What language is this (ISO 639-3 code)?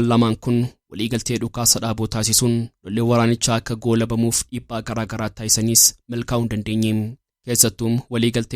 orm